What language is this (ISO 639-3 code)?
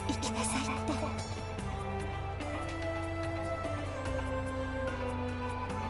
jpn